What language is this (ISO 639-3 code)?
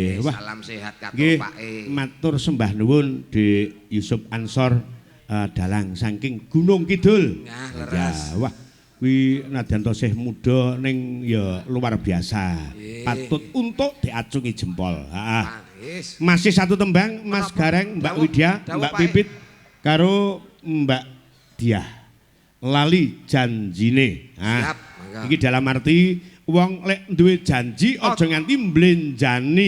jav